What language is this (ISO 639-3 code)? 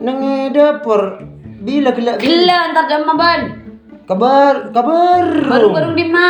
mad